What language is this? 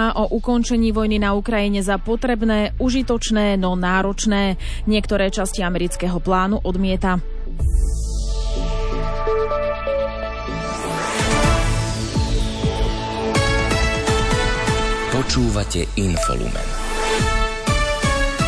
Slovak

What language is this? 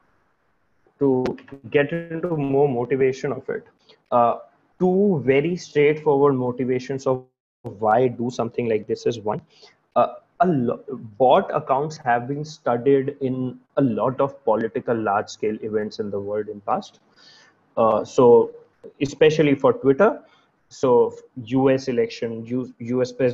English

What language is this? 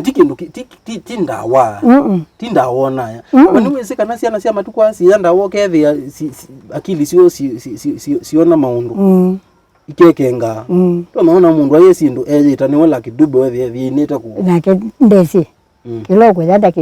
Kamba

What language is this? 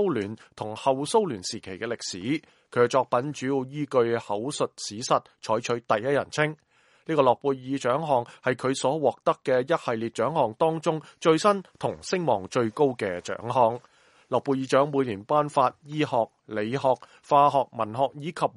Cantonese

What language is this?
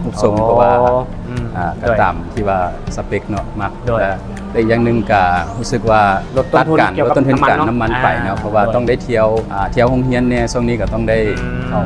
Lao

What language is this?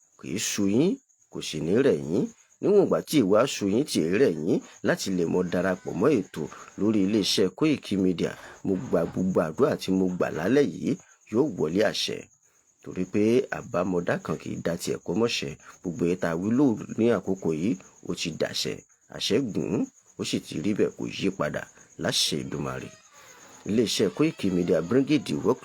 Yoruba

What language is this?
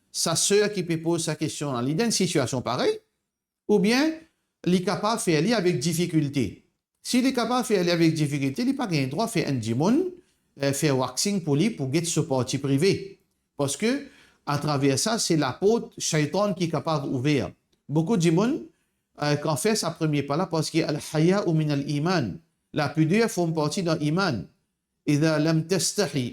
Morisyen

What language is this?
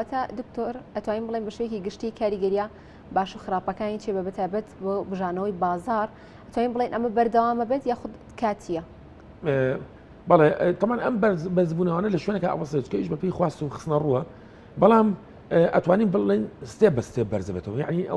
Central Kurdish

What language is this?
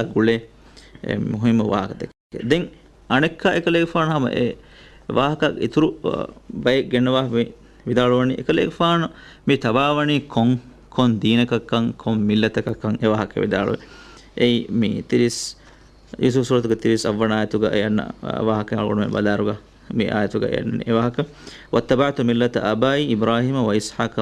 Divehi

